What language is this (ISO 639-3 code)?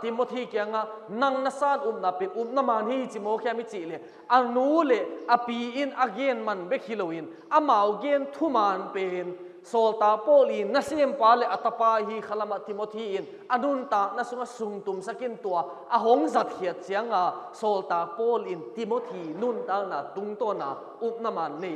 ctd